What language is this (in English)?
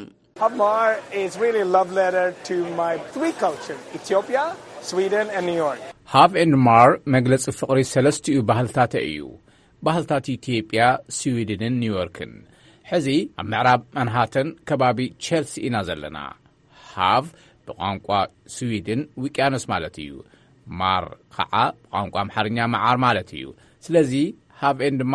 Tigrinya